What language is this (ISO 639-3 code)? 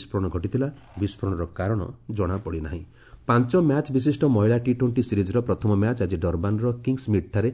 ori